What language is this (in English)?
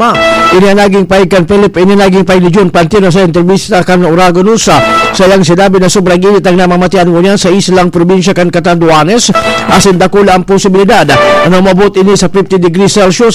Bikol